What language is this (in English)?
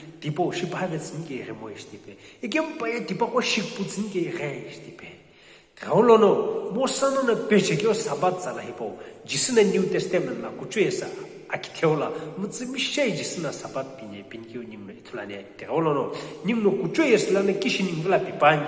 Sumi Naga